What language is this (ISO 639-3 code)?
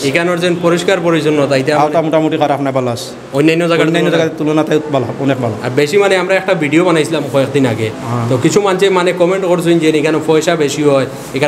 syl